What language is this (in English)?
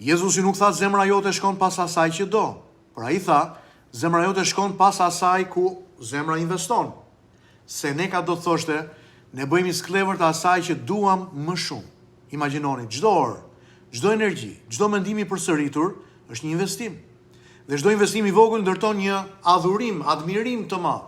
Albanian